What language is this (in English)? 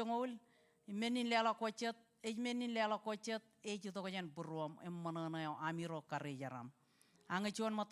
Marshallese